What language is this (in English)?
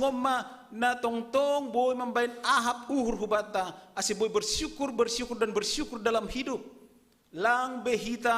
Batak Simalungun